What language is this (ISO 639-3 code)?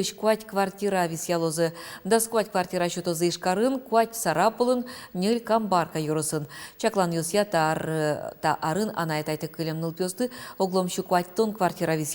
udm